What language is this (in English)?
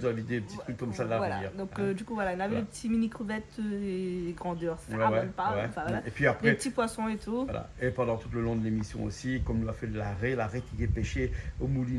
Réunion Creole French